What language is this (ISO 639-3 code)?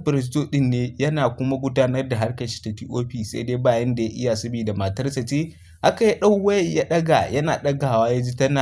hau